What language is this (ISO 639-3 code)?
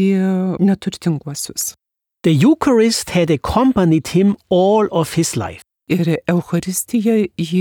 lit